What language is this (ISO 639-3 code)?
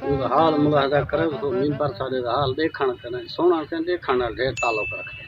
skr